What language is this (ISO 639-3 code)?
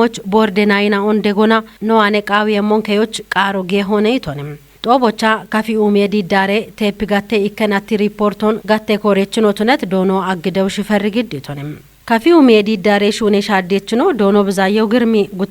kbr